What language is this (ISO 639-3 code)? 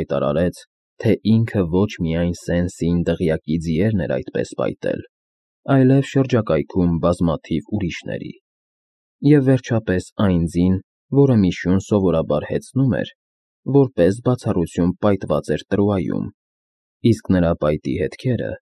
hye